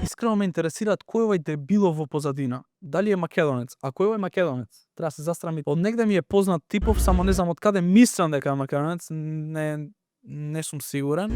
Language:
Macedonian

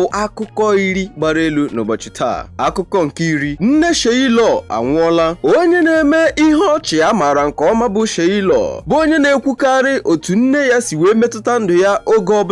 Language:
Igbo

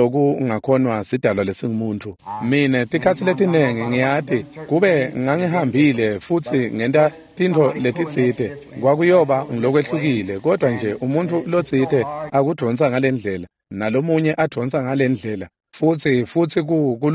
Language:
Swati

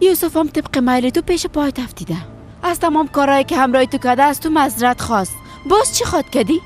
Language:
Persian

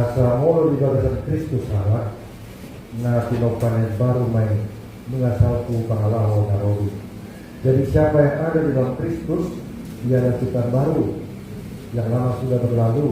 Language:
Batak Toba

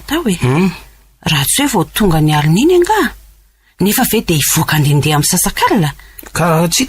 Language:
Malagasy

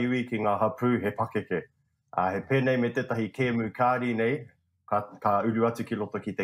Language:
Māori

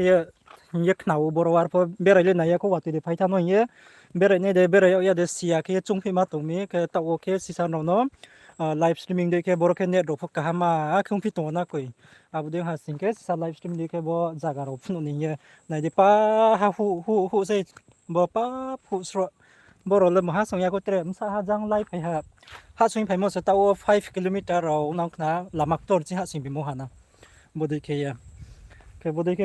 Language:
Riang (India)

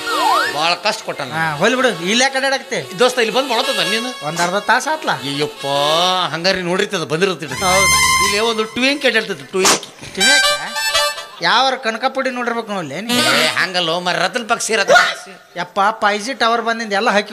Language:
Kannada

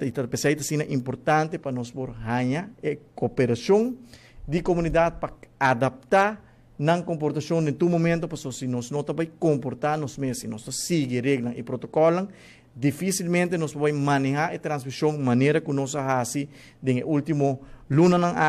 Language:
Papiamento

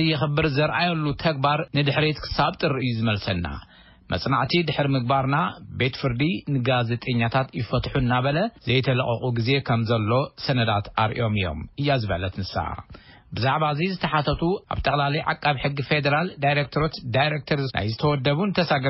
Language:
Tigrinya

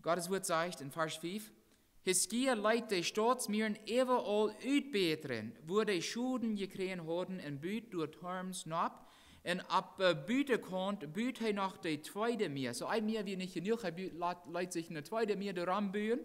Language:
Plautdietsch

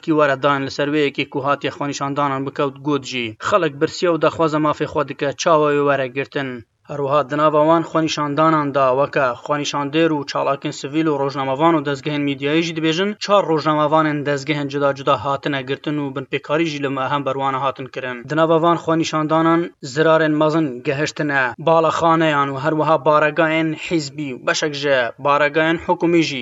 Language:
Kurdish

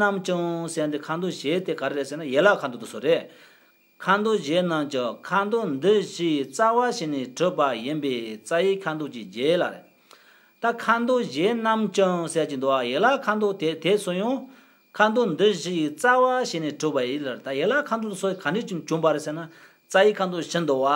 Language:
Tibetan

